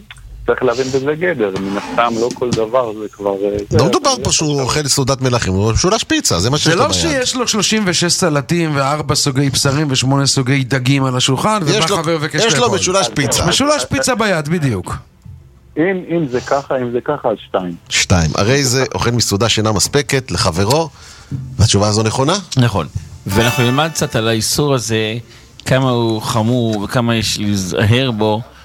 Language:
Hebrew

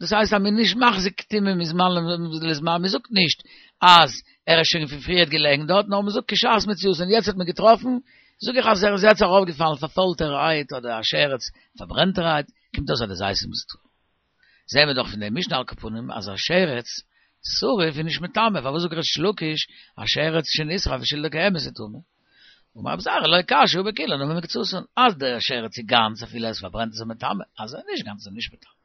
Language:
Yiddish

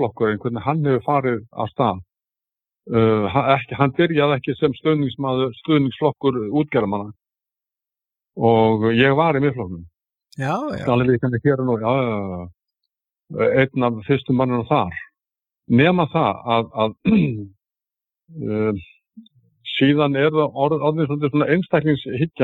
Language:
Icelandic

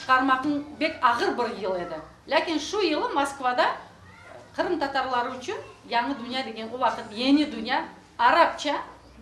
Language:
Crimean Tatar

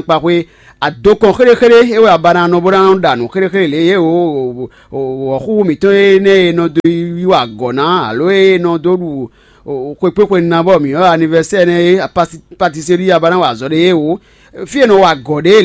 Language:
Fon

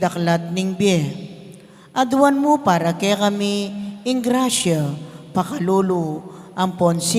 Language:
Pampanga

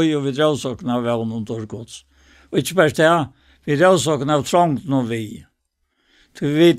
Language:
Faroese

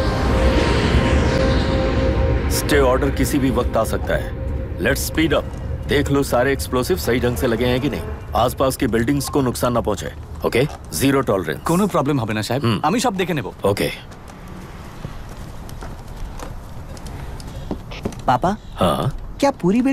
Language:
Hindi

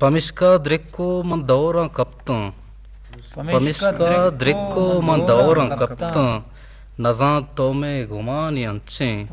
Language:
Eastern Balochi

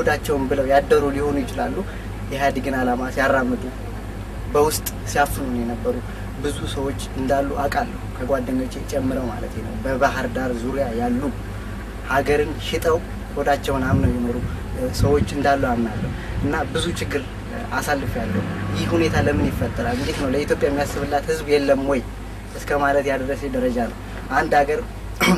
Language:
Amharic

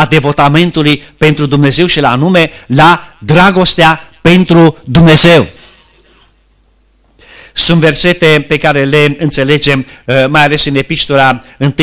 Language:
Romanian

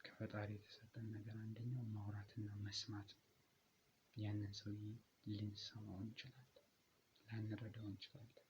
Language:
Amharic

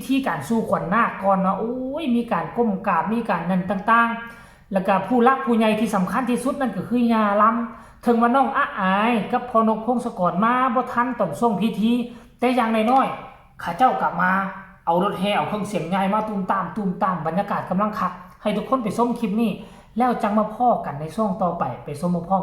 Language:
Northeastern Thai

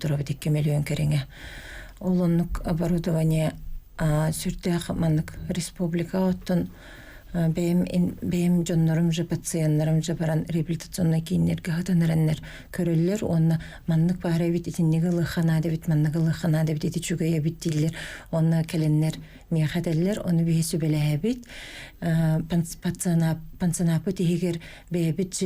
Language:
Yakut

